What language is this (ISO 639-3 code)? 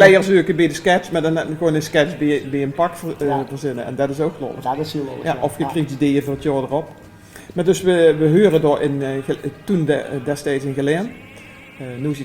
lim